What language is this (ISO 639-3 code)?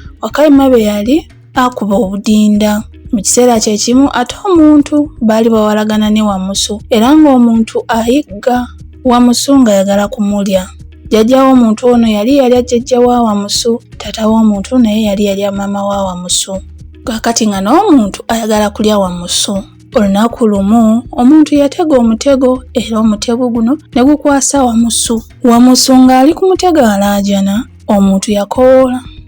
lug